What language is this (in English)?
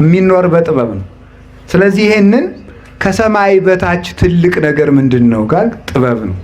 Amharic